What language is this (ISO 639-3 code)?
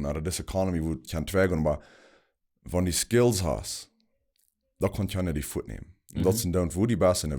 pdt